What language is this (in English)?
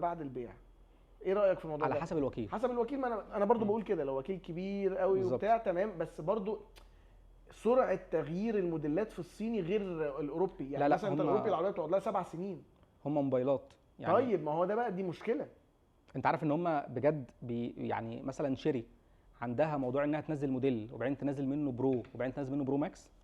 Egyptian Arabic